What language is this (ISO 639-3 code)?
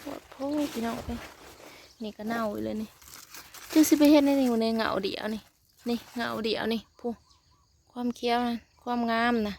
tts